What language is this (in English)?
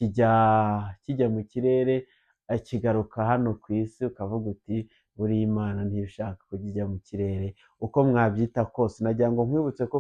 Kinyarwanda